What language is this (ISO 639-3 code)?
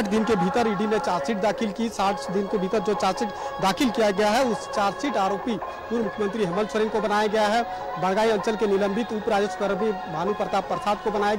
hin